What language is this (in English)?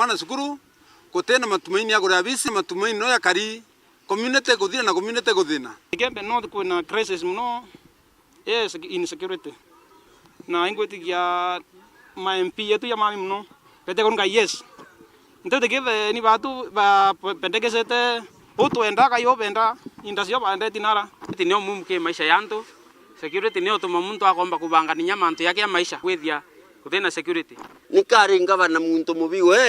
Meru